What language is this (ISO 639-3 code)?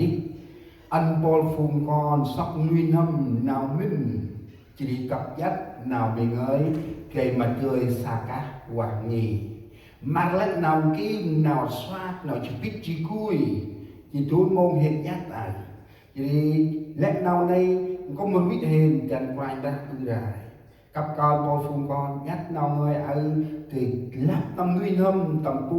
cmo